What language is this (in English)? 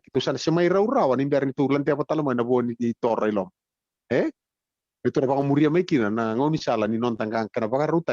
Fijian